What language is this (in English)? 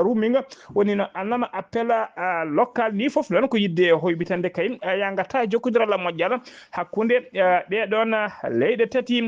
Fula